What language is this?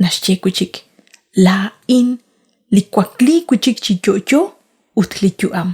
Kekchí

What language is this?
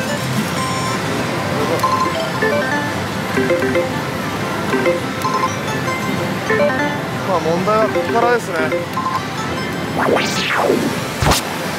Japanese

